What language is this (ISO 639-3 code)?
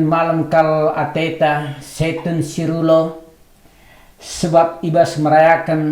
btx